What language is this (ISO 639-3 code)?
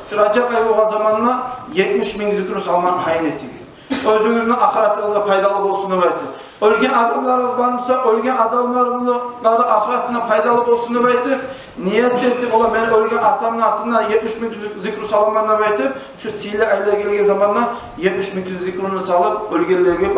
kum